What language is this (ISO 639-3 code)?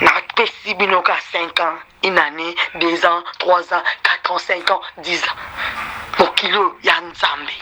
lin